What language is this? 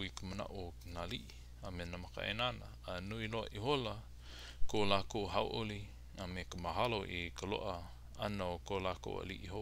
Hawaiian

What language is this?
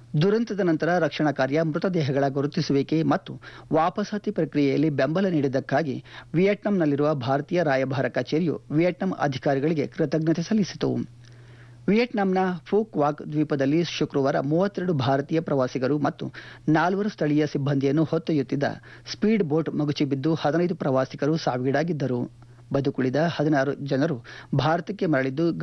Kannada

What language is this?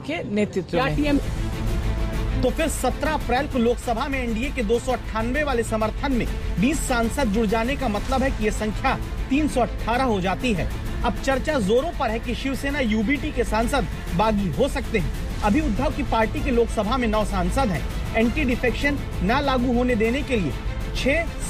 Hindi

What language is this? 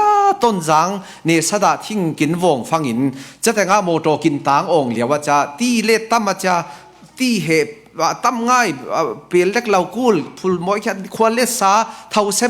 Falam Chin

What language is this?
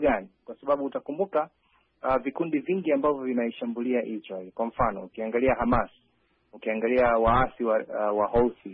Swahili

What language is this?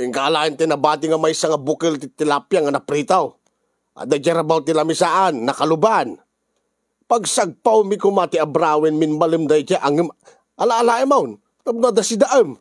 Iloko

